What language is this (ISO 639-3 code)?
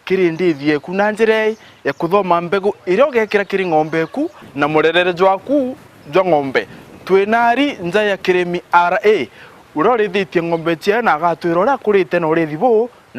mer